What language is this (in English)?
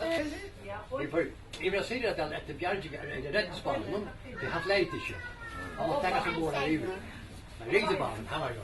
Faroese